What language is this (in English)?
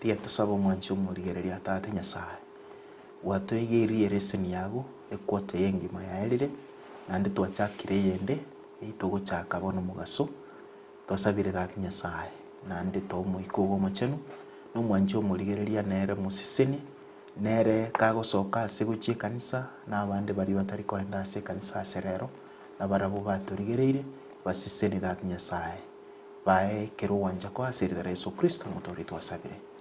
Gusii